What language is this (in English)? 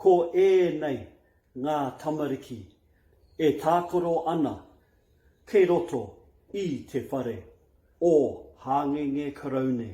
Māori